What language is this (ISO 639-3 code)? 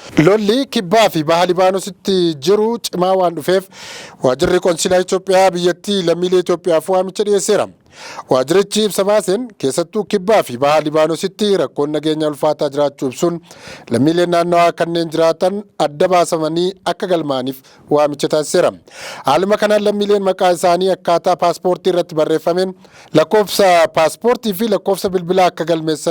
orm